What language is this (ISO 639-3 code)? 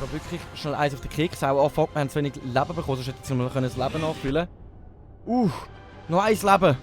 gsw